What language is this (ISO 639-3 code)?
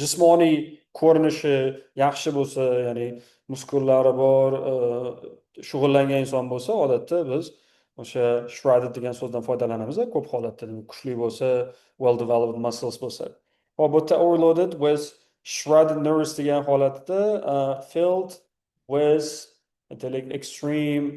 uzb